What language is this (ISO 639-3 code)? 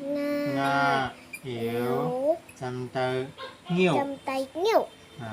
shn